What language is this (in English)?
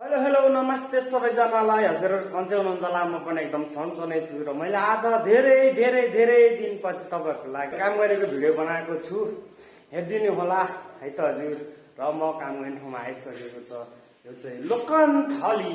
Nepali